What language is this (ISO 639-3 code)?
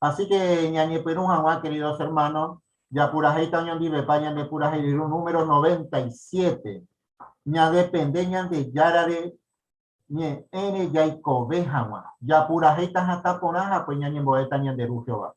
grn